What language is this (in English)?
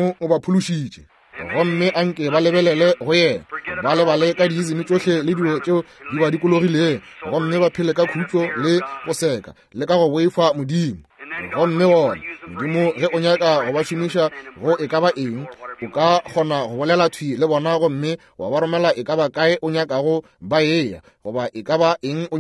Northern Sotho